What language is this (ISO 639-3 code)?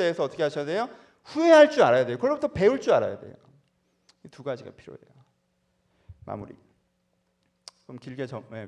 kor